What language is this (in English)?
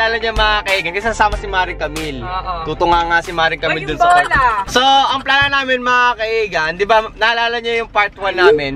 Filipino